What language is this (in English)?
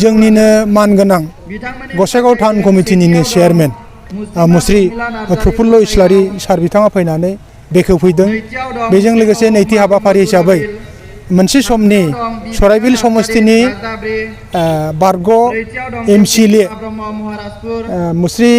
Bodo